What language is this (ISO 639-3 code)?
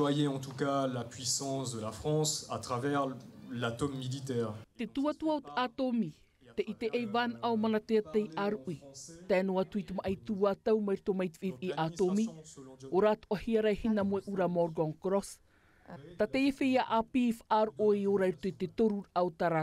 tah